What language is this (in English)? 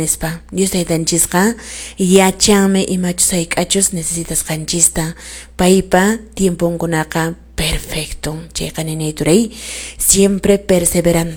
Quechua